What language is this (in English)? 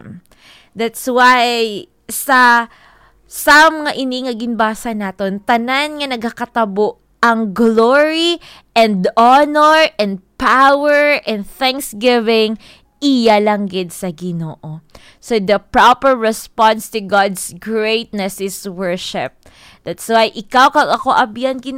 Hiligaynon